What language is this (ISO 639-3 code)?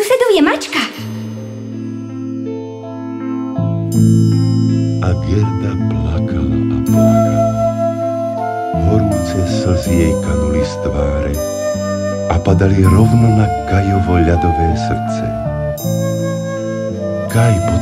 slk